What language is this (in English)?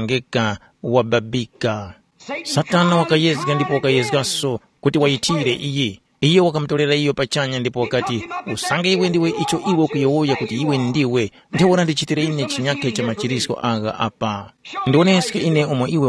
Tumbuka